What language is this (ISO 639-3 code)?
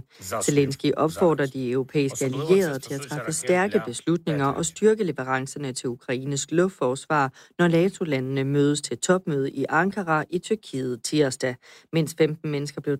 dan